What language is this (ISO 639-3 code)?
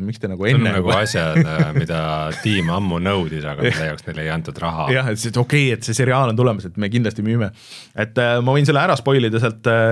est